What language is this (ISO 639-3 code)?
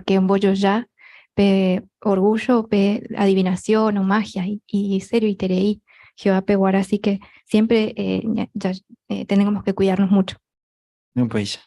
grn